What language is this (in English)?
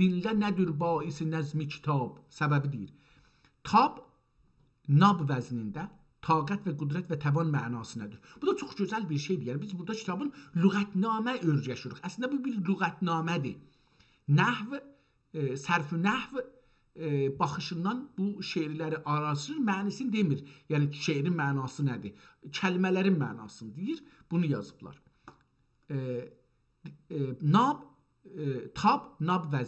South Azerbaijani